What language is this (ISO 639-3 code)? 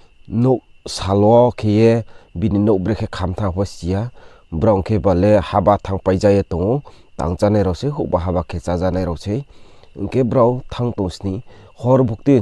ria